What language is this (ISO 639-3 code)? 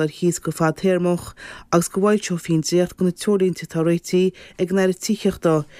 gle